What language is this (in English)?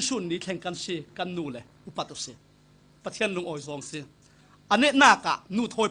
Falam Chin